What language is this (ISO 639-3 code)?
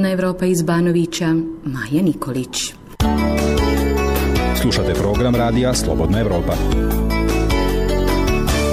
bos